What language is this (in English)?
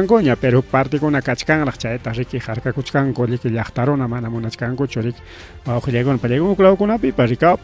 Ayacucho Quechua